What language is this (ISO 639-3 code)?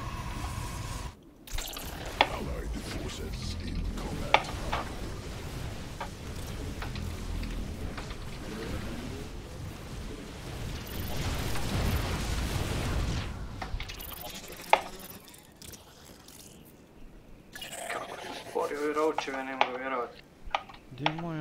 hrv